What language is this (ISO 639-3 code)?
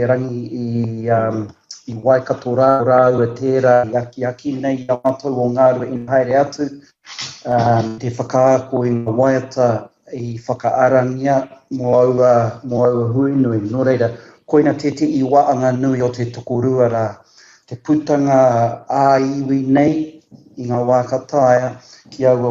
mri